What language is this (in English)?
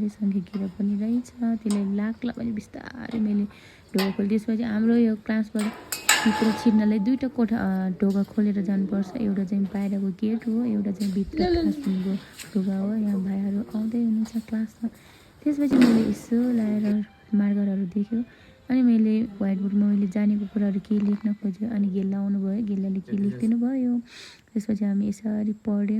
Nepali